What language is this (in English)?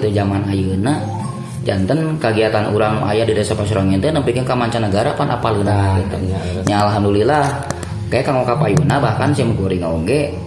Sundanese